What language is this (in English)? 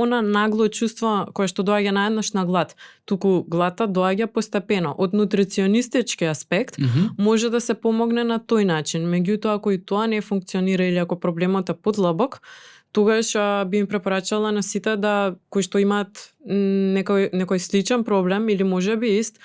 Macedonian